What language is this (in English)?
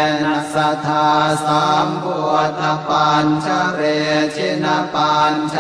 Pali